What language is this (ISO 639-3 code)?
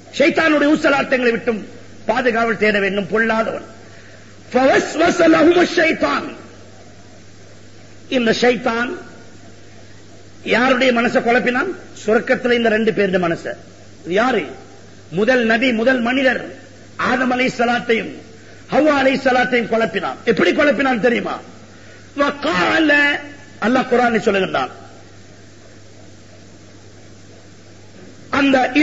tam